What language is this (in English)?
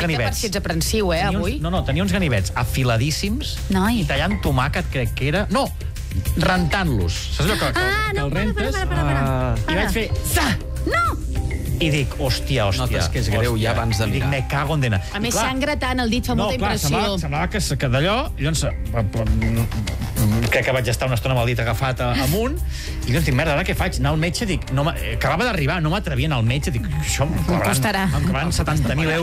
Catalan